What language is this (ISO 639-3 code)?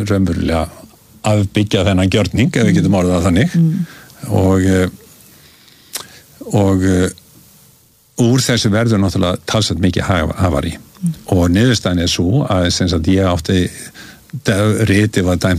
isl